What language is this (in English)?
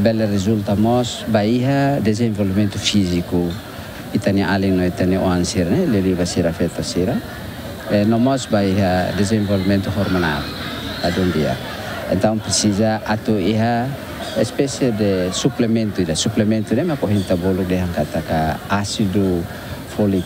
Tetum